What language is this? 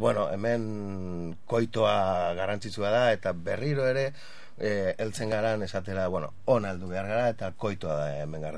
Basque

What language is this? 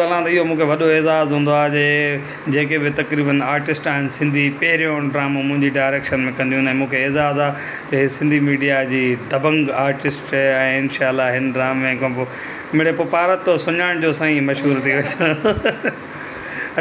Sindhi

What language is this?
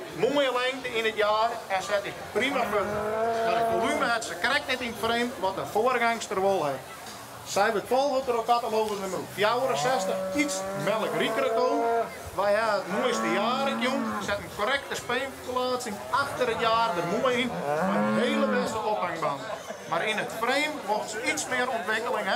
Western Frisian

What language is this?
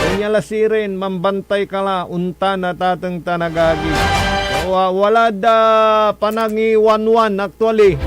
Pangasinan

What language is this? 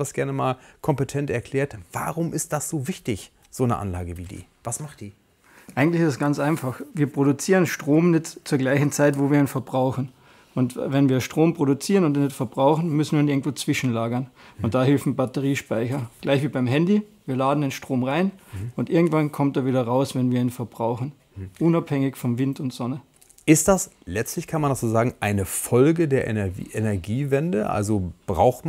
German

